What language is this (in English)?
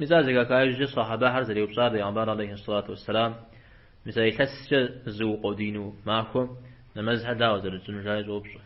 Kabardian